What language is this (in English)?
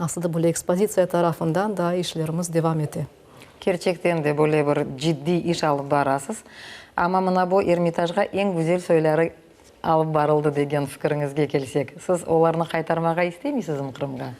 Crimean Tatar